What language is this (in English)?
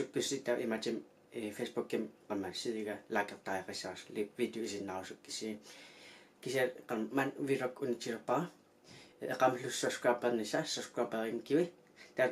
Kalaallisut